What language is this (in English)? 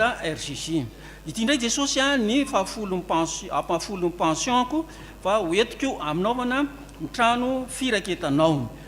Malagasy